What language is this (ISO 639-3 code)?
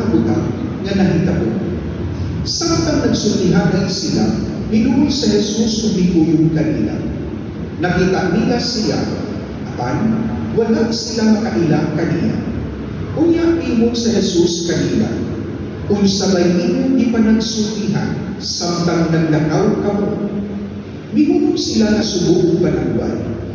ceb